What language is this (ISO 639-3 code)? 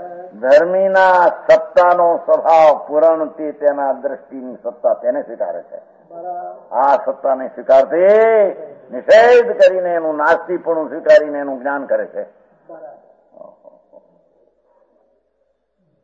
guj